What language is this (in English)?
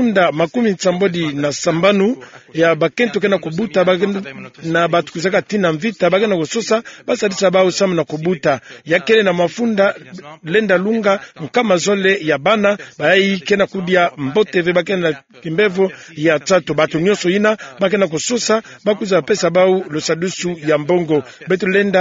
Kituba (Democratic Republic of Congo)